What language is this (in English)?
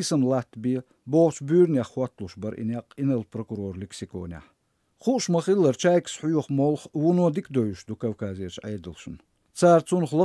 Chechen